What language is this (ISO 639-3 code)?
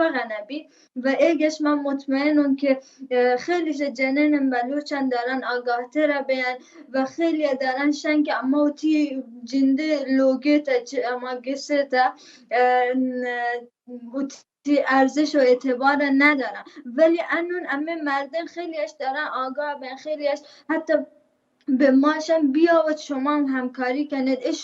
bal